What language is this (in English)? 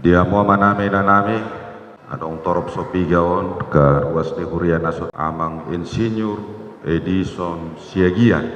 Batak Toba